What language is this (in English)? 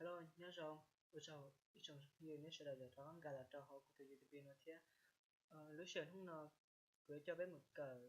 Hmong